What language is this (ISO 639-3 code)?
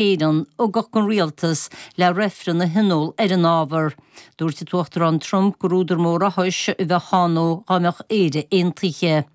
gle